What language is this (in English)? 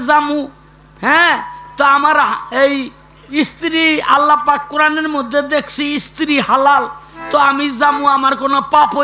Bangla